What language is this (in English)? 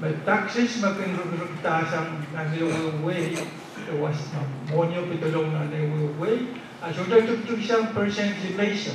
Pohnpeian